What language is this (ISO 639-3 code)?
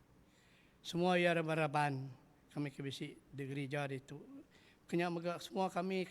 iba